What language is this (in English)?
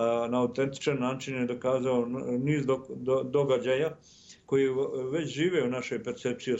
Serbian